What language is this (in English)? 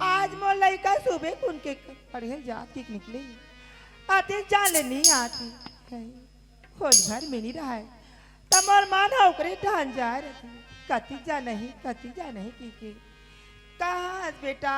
Chhattisgarhi